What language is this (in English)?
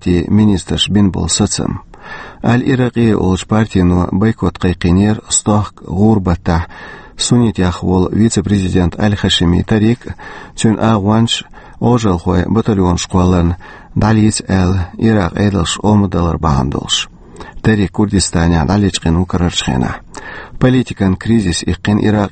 Chechen